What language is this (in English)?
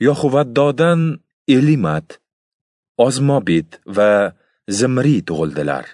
Uzbek